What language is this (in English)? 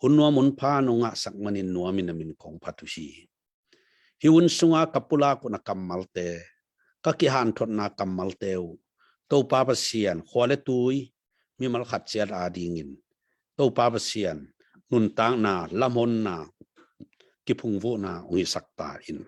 Tedim Chin